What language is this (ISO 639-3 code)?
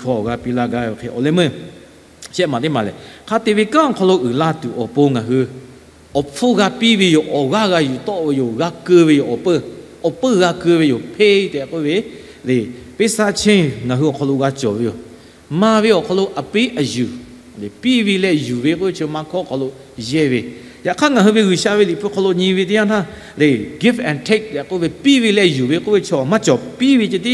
lhu